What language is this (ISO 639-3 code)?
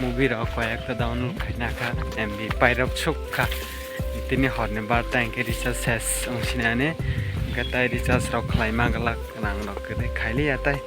trp